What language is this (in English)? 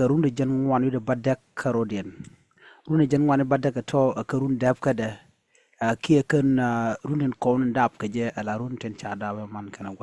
Nuer